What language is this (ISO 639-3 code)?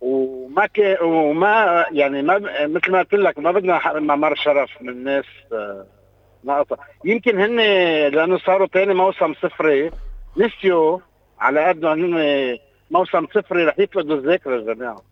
apc